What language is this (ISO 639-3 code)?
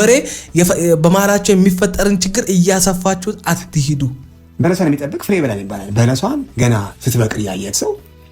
amh